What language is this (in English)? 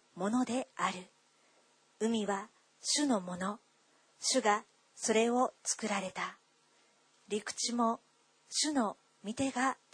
Japanese